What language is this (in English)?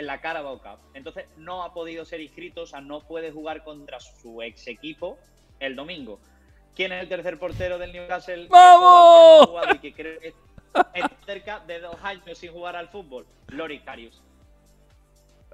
Spanish